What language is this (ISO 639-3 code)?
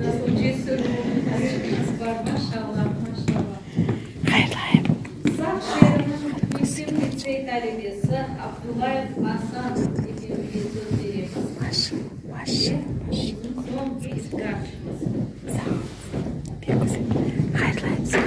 crh